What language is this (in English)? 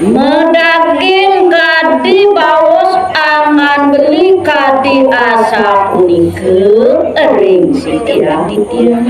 Balinese